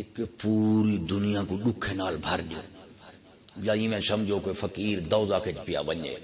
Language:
Saraiki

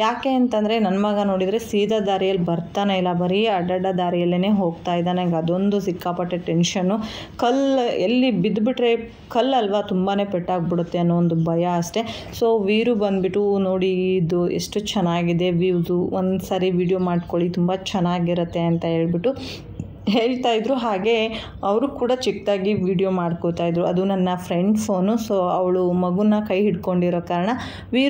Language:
Kannada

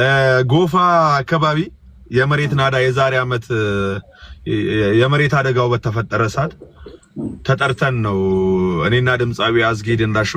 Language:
Amharic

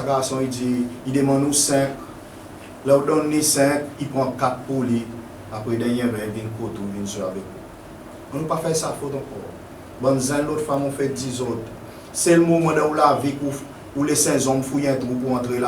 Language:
Seselwa Creole French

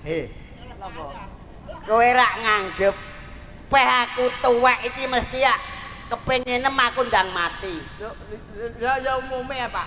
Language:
Javanese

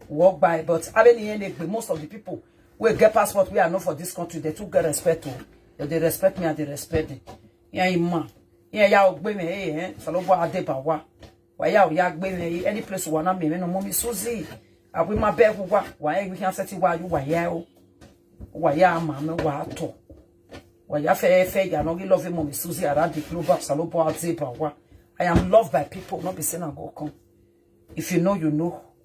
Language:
Nigerian Pidgin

